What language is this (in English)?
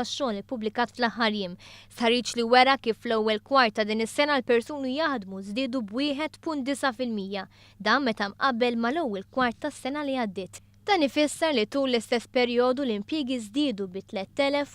Maltese